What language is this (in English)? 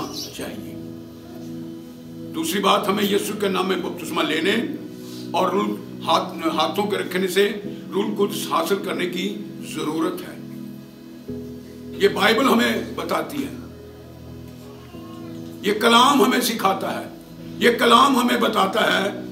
Urdu